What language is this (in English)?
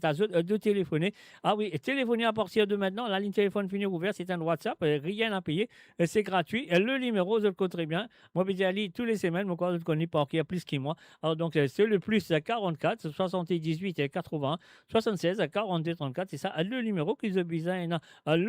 Morisyen